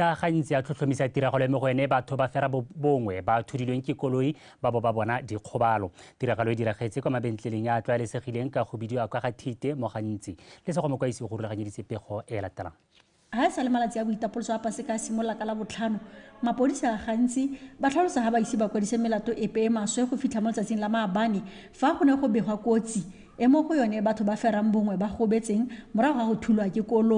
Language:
Tswana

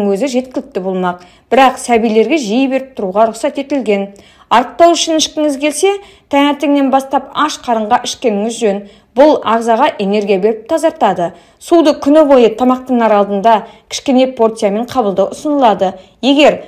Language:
Kazakh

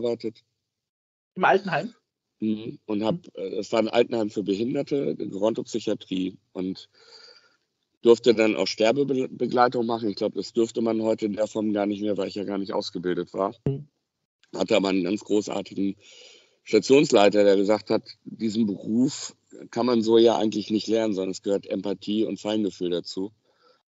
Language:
German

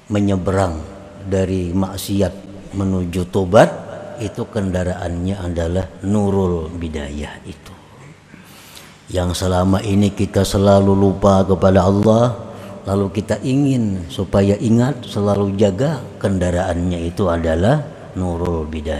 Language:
Indonesian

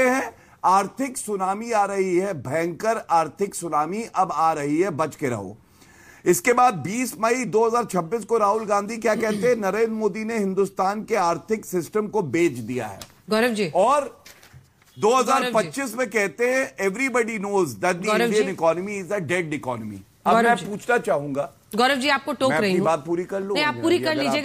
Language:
Hindi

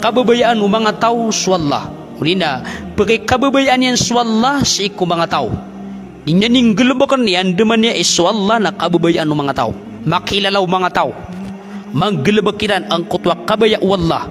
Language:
Maranao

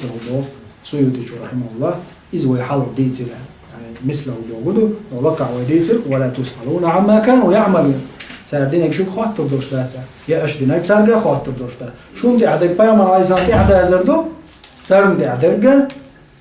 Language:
Chechen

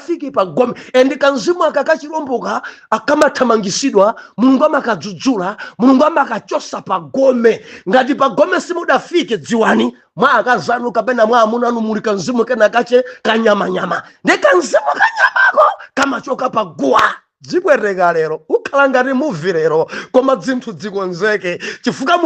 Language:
Nyanja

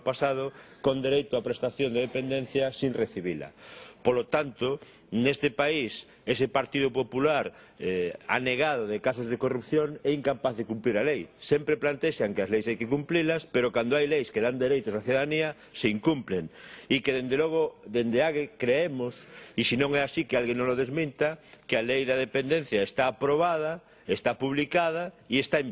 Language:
Galician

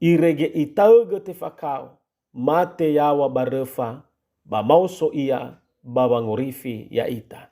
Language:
Nias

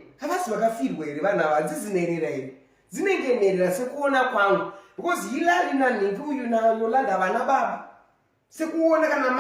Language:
Shona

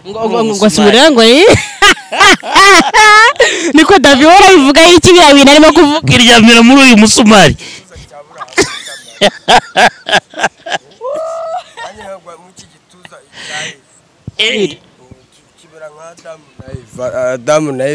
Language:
Kinyarwanda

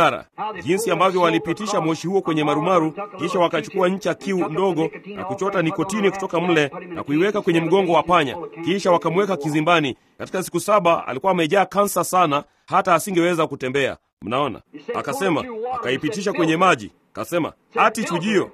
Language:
Swahili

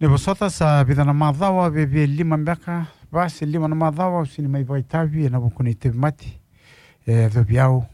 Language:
Fijian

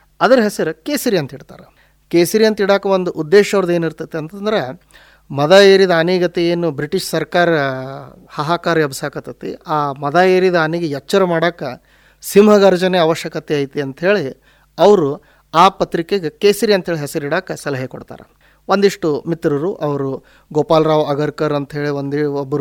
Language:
Kannada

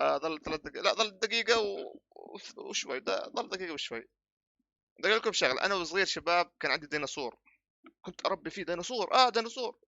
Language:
North Levantine Arabic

